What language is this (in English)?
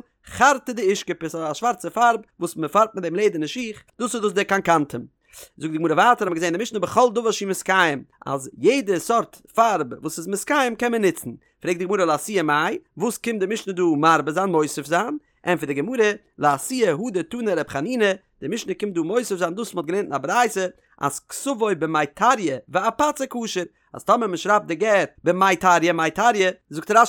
Yiddish